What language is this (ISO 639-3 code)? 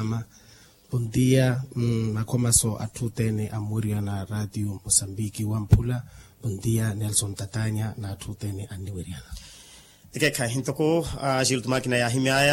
vmw